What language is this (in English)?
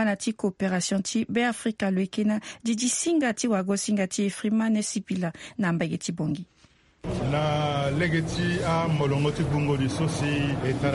Sango